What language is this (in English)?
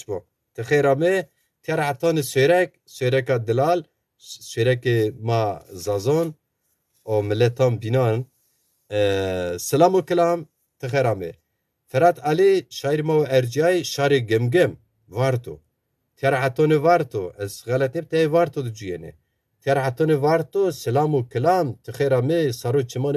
Zaza